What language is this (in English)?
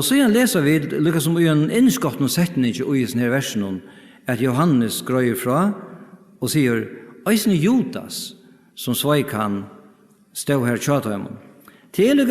Faroese